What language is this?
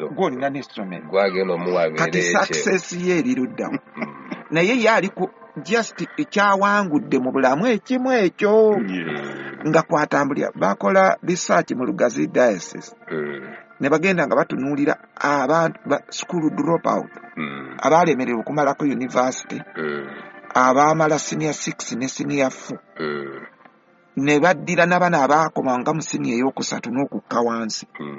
Ganda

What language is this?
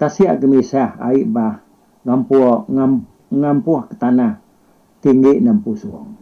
Iban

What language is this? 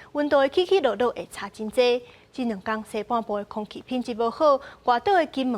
Min Nan Chinese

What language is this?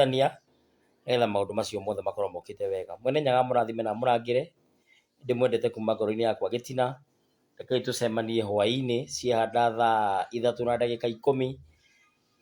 Kikuyu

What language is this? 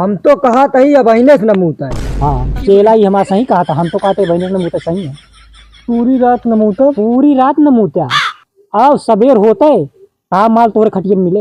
Awadhi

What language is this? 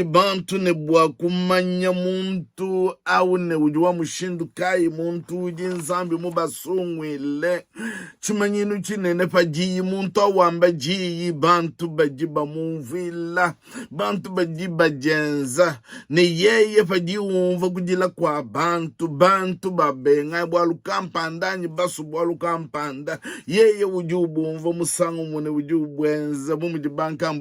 Luba-Lulua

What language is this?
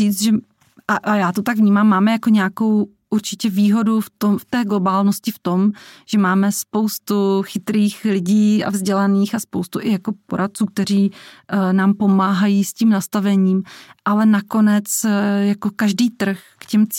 Czech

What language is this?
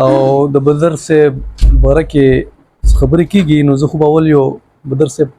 Pashto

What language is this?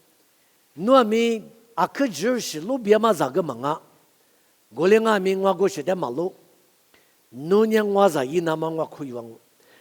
Lisu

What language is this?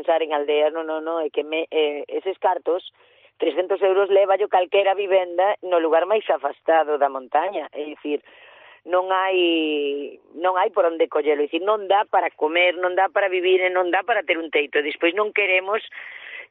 Galician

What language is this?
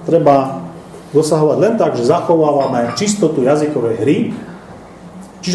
Slovak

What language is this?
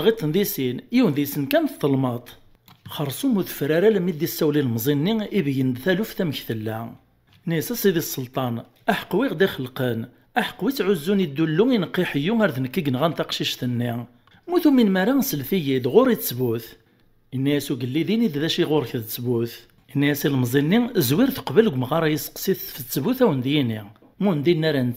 Kabyle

